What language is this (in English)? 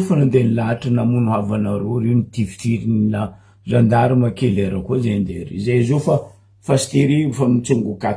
Malagasy